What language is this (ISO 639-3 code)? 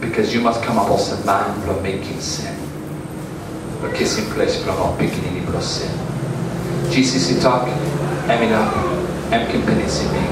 tpi